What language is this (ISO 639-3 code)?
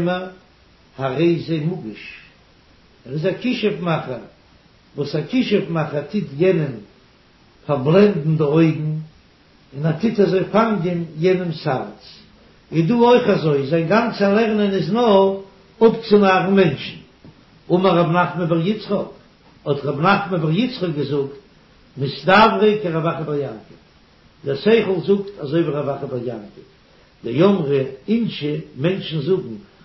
yid